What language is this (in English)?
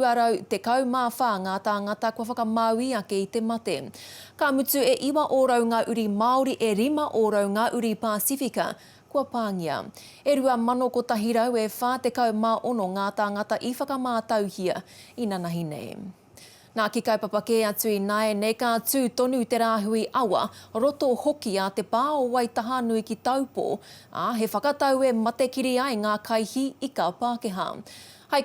Māori